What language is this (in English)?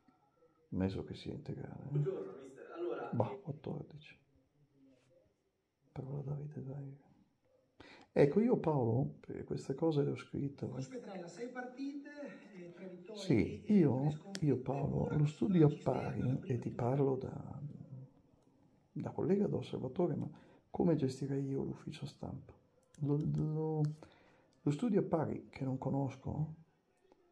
Italian